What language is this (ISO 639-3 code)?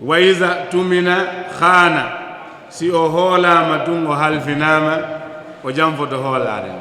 ful